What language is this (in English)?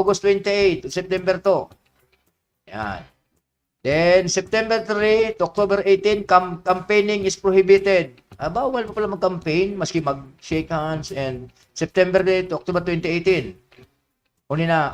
Bikol